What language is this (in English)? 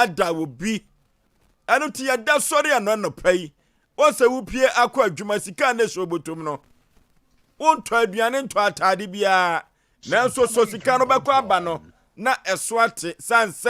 Akan